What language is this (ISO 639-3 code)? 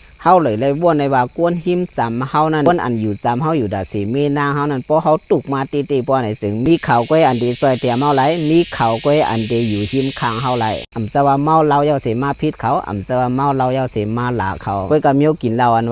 shn